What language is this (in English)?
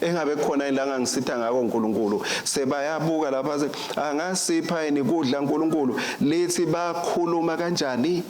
Swati